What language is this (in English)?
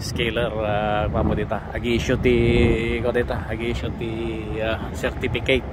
Iloko